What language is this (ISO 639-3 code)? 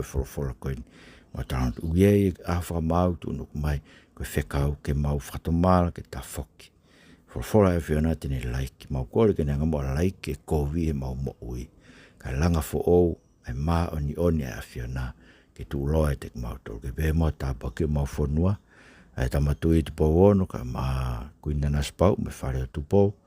ton